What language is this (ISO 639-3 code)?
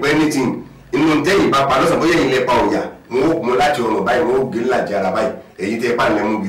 yor